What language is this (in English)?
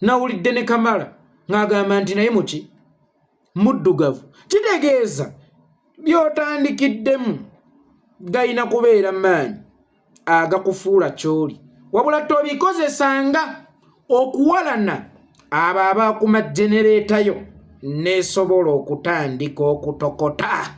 Ganda